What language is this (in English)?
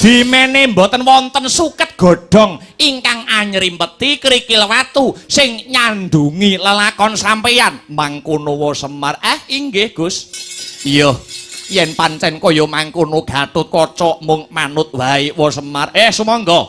Javanese